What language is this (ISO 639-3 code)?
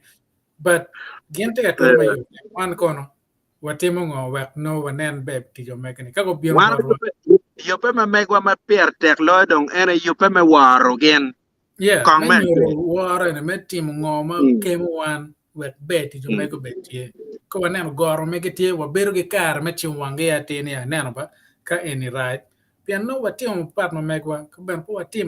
ach